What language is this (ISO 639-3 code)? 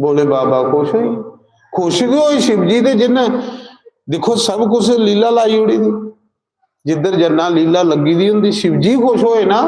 doi